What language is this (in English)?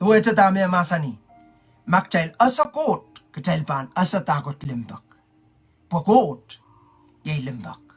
Pohnpeian